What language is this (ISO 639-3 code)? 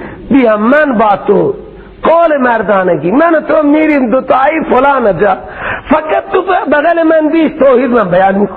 fas